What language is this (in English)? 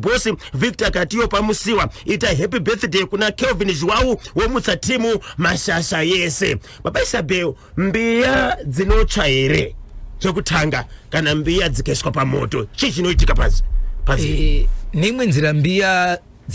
Shona